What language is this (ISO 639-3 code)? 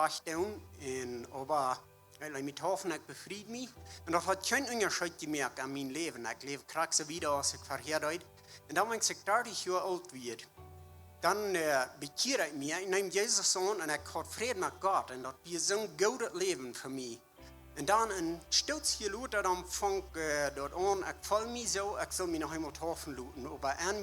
pdt